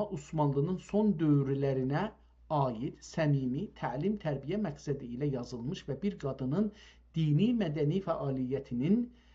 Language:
South Azerbaijani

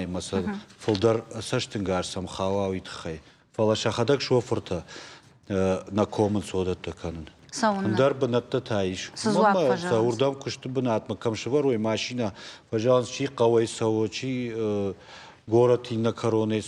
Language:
Ossetic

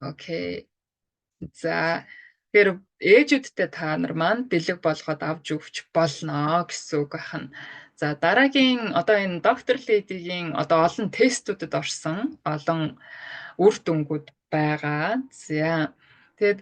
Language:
Mongolian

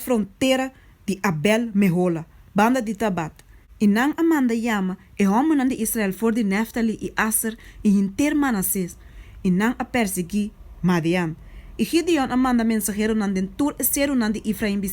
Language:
Papiamento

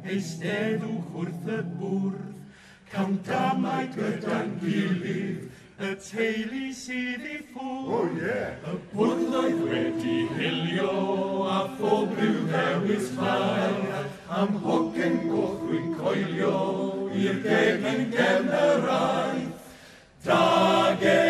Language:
Welsh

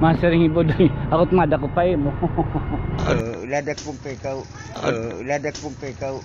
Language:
Waray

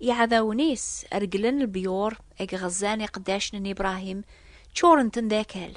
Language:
Kabyle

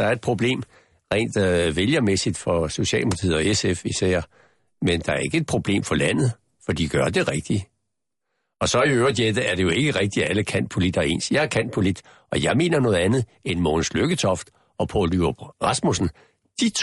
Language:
Danish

